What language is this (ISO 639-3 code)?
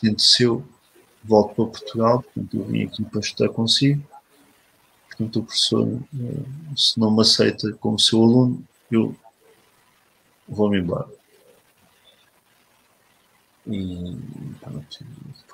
por